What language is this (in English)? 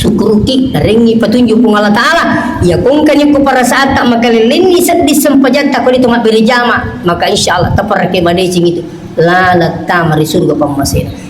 Buginese